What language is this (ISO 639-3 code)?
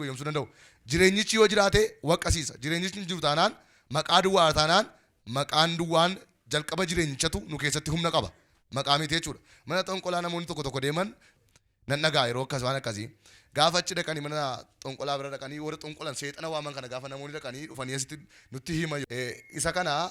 orm